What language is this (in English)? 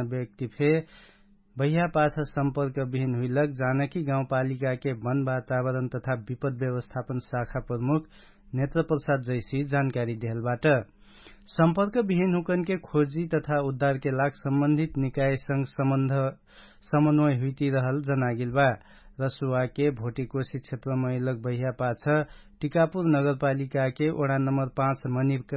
Dangaura Tharu